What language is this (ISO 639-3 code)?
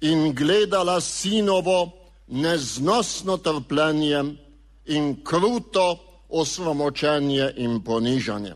slv